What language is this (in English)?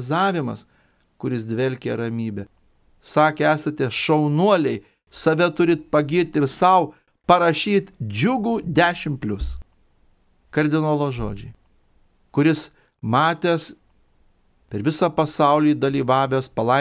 Lithuanian